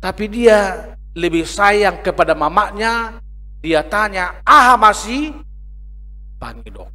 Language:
Batak Toba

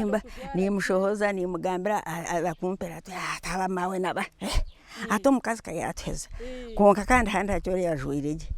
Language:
Nyankole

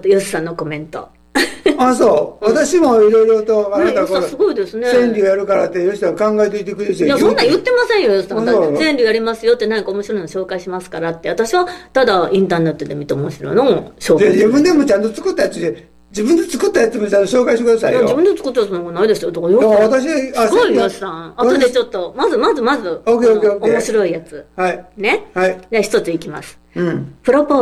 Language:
Japanese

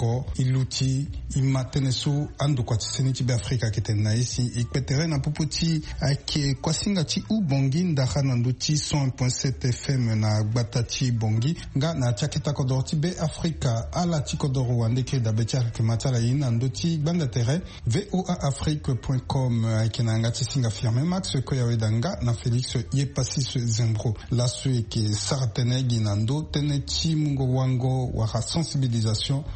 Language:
Sango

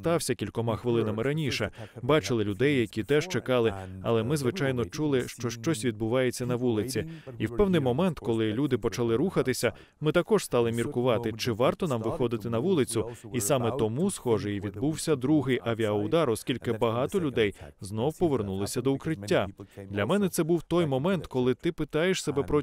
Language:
Ukrainian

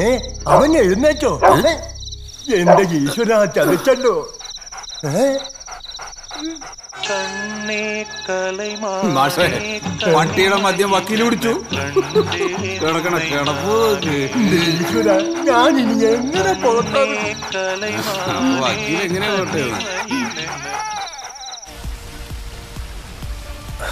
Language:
Malayalam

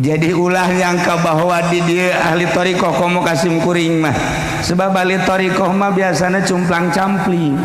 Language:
Sundanese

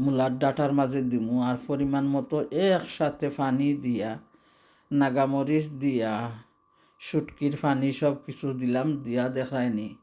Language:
Sylheti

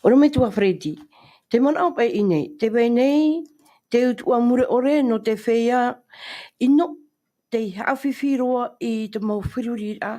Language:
Tahitian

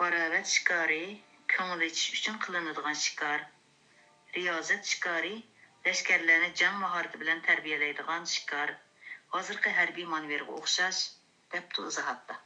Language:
Uyghur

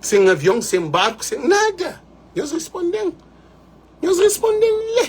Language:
Kabuverdianu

